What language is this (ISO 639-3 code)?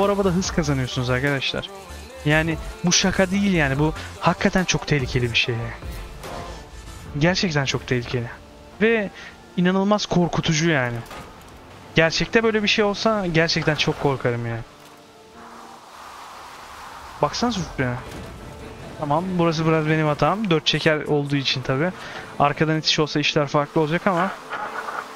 tur